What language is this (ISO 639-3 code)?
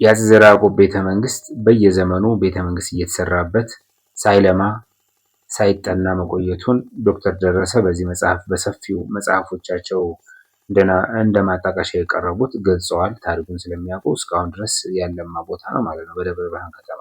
amh